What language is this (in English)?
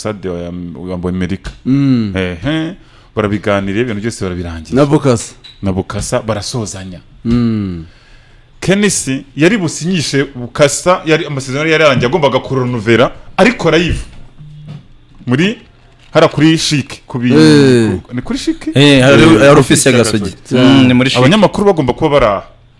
Kinyarwanda